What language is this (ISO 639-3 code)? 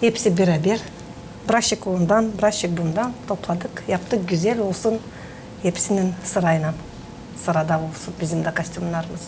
gag